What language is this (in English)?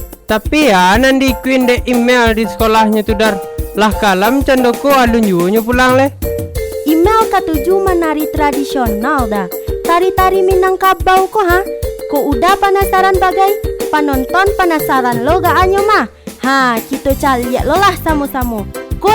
Minangkabau